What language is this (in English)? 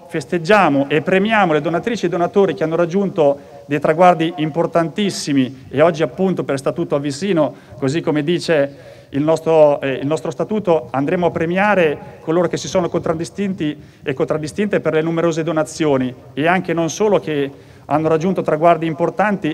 Italian